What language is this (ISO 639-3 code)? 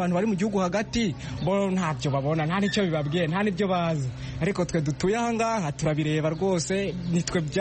kin